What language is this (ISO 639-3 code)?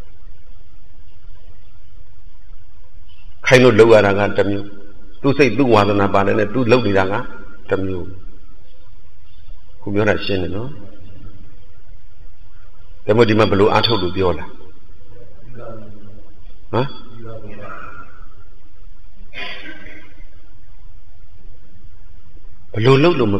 mya